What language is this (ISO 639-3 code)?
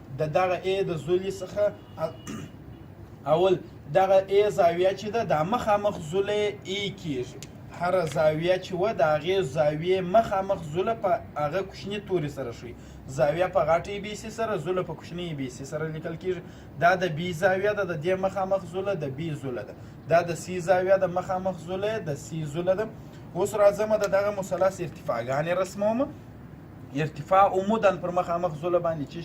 pus